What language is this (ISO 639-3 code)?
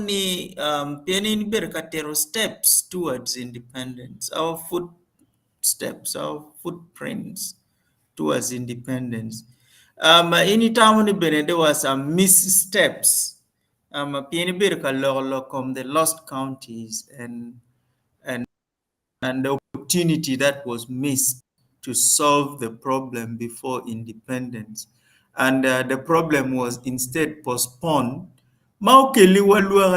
ach